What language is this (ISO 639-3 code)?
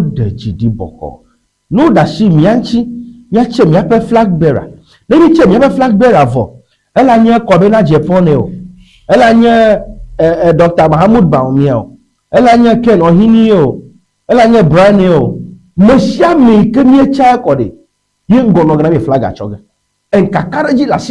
ewe